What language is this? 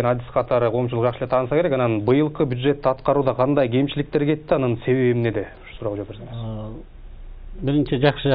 Kyrgyz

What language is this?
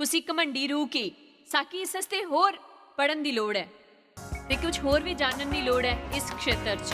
Dogri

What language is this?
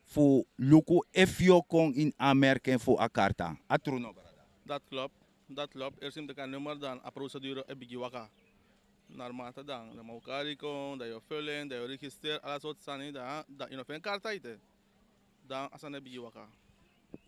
Sranan Tongo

